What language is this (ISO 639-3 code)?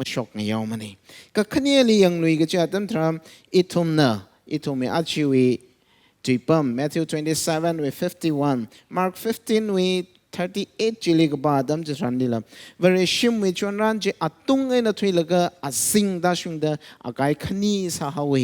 nmf